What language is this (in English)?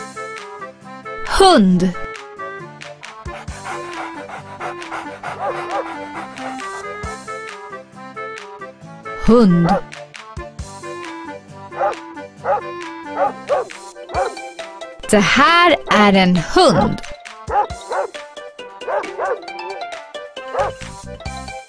Swedish